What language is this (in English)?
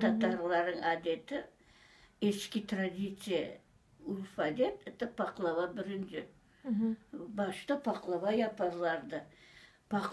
Crimean Tatar